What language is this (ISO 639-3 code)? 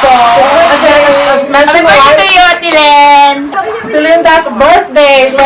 ceb